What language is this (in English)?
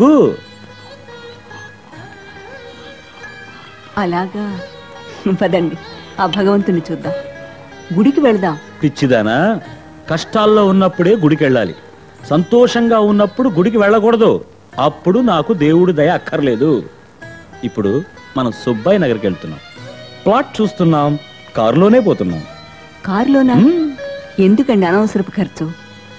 Telugu